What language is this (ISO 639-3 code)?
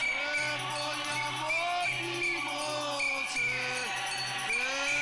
tsn